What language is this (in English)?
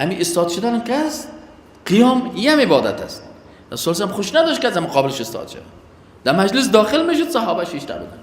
Persian